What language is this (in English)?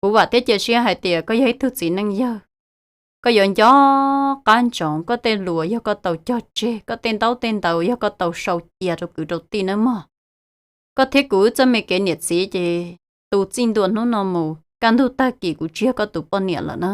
Hmong